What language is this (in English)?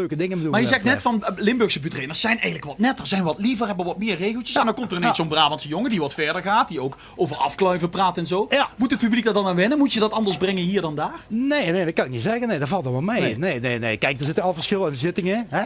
Limburgish